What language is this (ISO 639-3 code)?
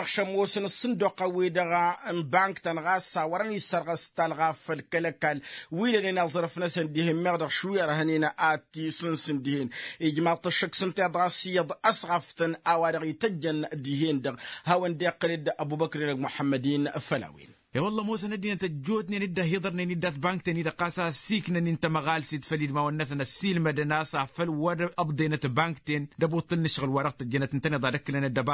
taq